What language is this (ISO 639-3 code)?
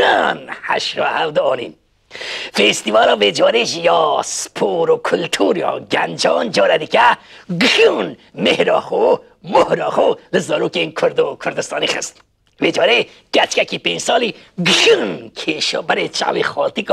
kur